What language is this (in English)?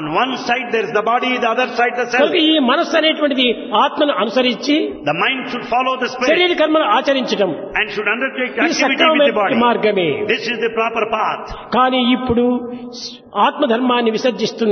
Telugu